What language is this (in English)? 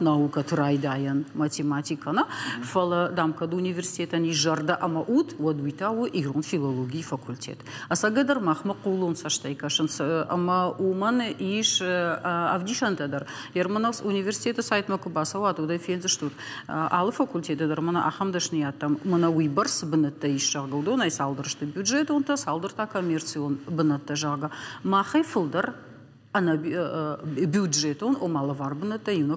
Ossetic